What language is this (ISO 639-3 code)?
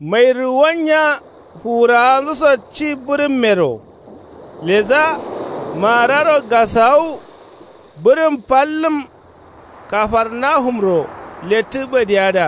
kau